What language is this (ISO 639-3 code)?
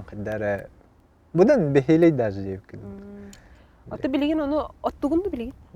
sah